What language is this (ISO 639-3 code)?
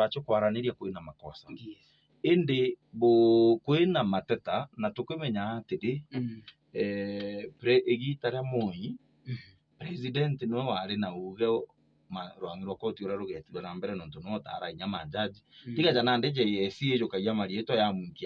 mer